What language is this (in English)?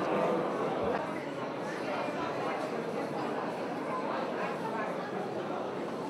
Serbian